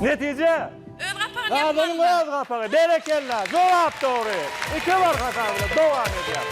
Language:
Turkmen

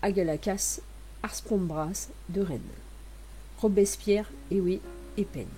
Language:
Breton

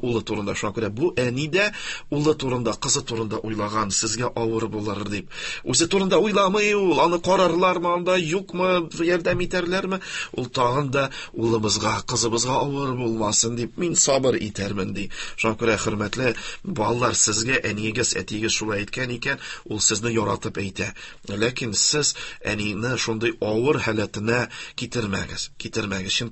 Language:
Tatar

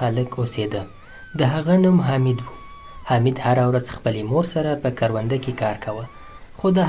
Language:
Pashto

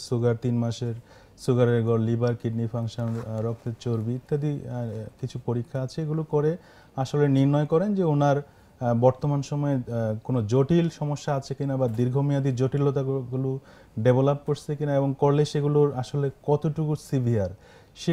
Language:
Bangla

